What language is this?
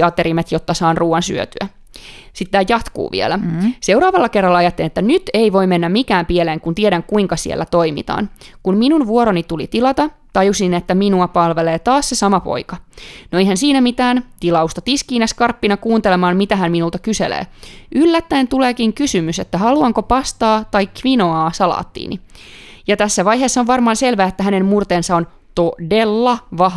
Finnish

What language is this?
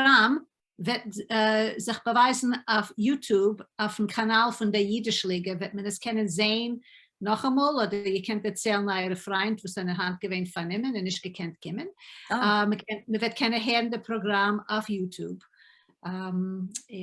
Yiddish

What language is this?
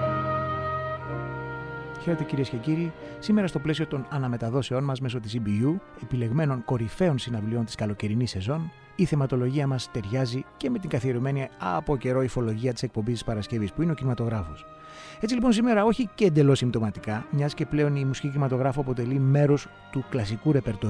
Greek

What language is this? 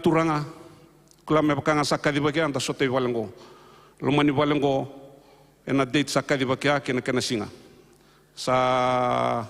Fijian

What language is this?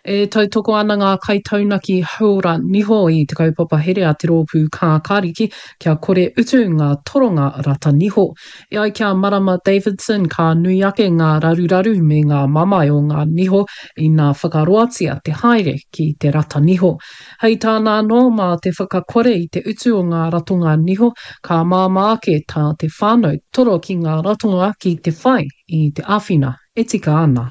Māori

